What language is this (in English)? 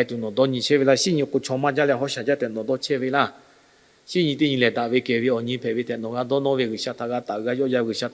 Lahu